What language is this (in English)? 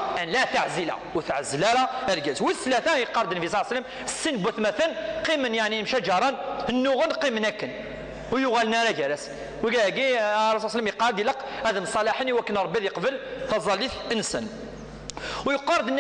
Kabyle